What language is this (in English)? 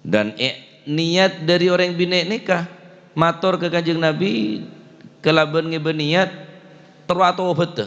Madurese